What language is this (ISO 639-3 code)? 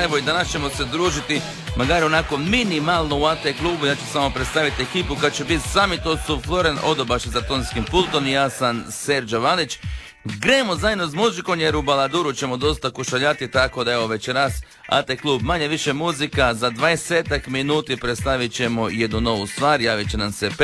hrv